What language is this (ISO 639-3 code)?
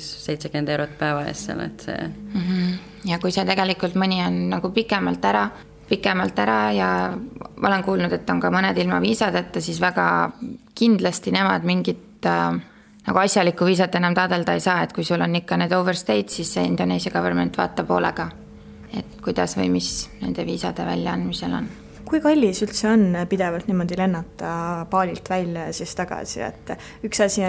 est